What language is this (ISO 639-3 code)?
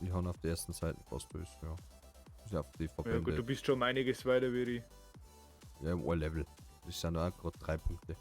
bar